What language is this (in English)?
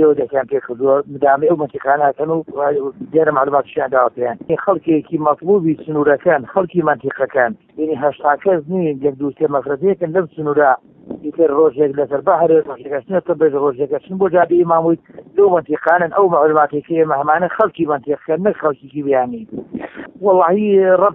Central Kurdish